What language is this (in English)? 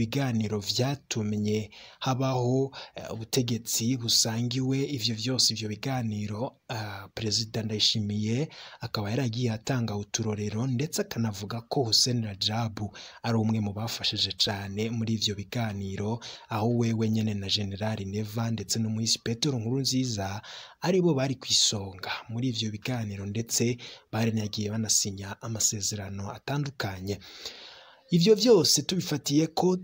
Rundi